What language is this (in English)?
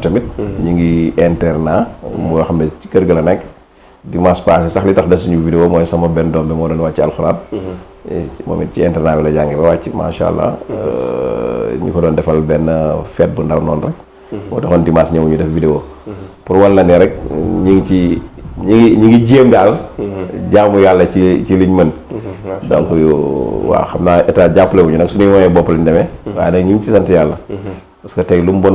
Wolof